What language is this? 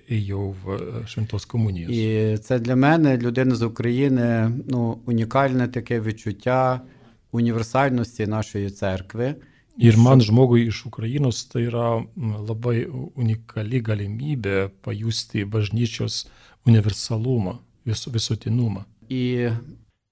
Lithuanian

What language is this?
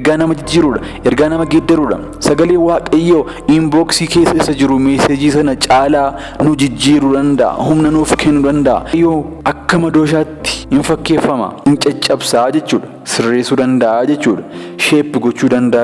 Oromo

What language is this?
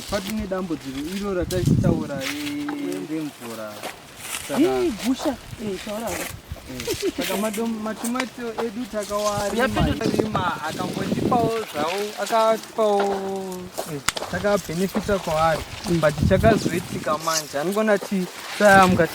Shona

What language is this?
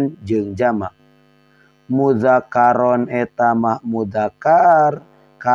Sundanese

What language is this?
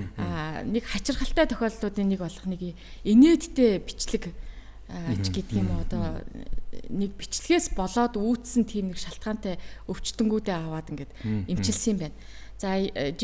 Mongolian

